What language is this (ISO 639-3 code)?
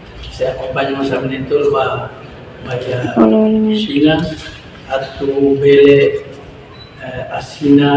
tet